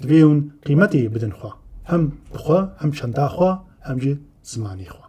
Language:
Kurdish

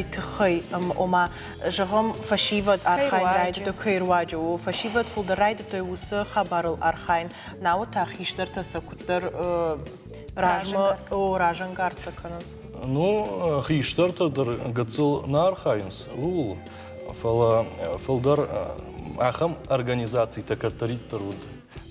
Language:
Ossetic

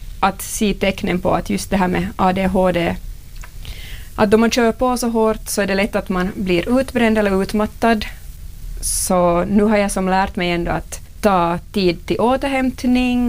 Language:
Swedish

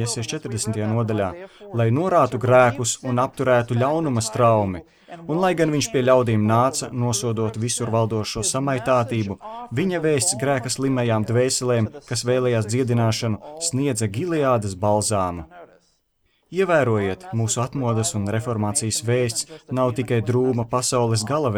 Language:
Latvian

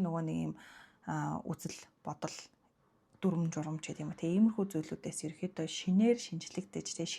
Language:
Mongolian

